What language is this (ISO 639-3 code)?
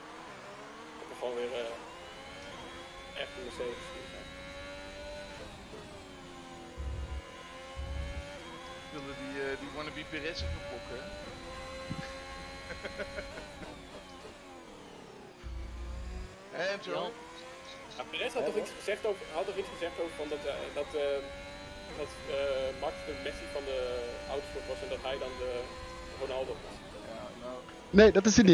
nld